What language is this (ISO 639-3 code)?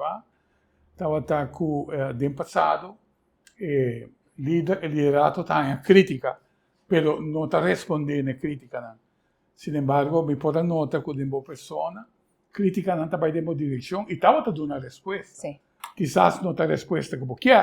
pap